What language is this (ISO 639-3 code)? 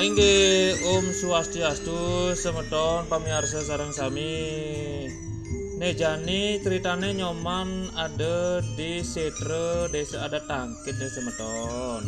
ban